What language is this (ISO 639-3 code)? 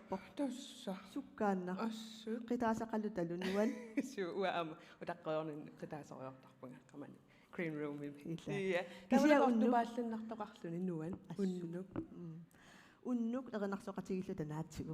kal